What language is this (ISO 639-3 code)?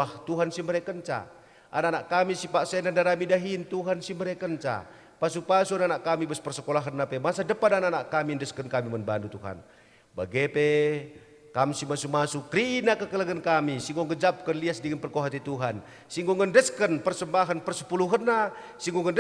btx